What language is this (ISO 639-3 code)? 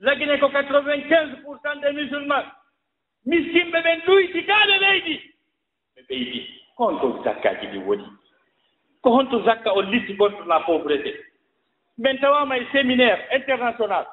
ful